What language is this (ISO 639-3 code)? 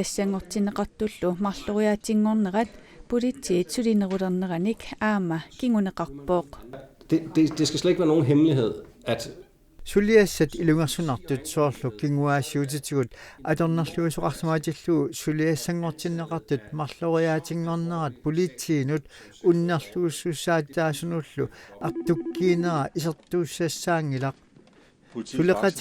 kal